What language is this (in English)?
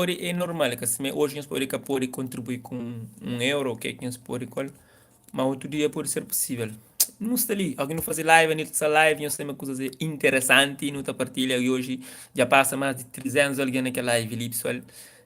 Kabuverdianu